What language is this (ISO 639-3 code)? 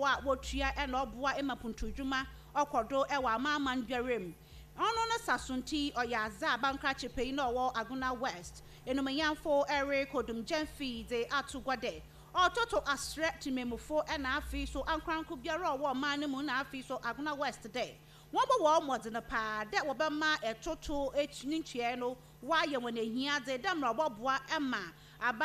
aka